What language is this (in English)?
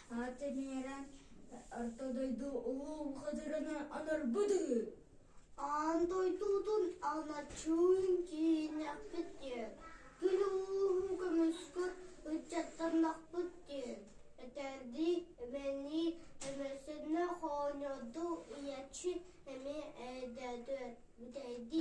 Yakut